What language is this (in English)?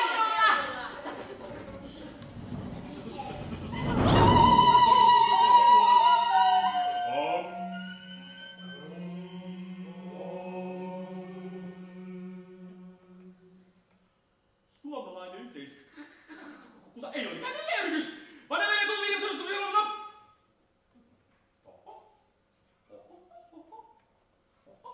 Finnish